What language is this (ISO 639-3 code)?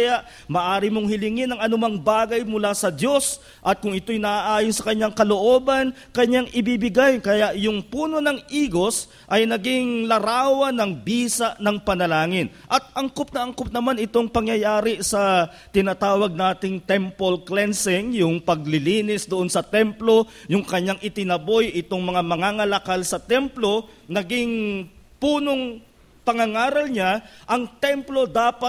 fil